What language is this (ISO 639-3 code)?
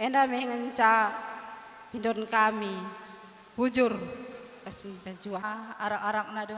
btx